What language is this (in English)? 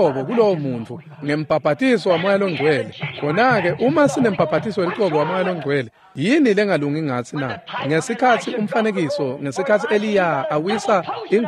Swati